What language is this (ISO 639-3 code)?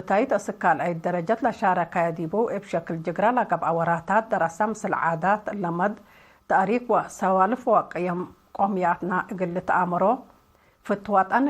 tig